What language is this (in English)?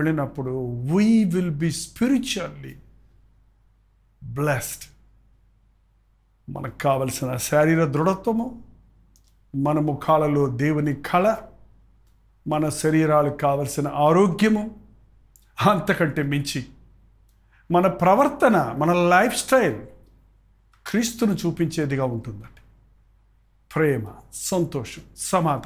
Telugu